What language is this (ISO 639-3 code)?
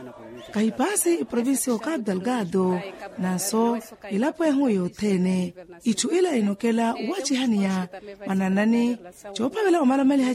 vmw